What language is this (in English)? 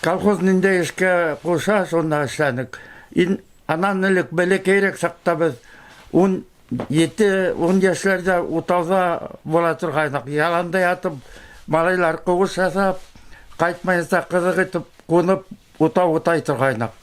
Bashkir